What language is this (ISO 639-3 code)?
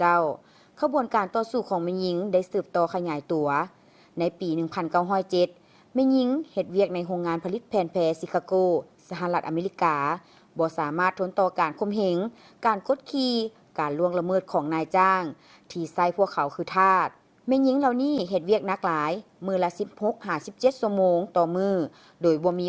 lao